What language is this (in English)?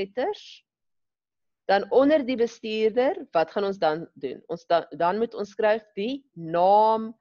Afrikaans